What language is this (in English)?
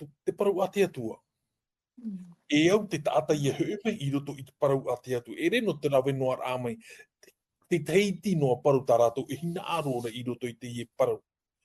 Tahitian